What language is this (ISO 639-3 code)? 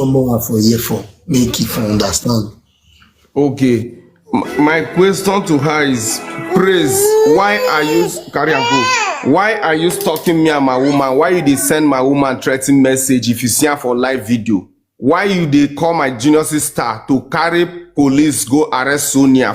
pcm